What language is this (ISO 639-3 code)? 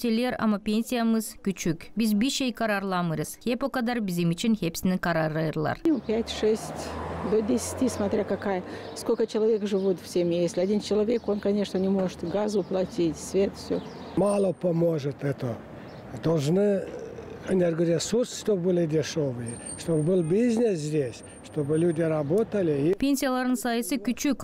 gag